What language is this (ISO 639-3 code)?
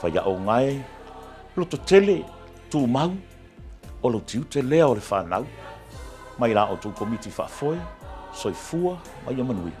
smo